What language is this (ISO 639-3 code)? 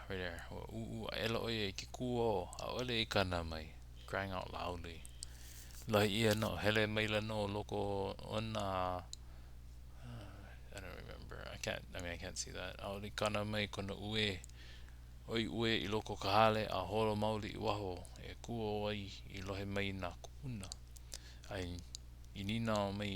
haw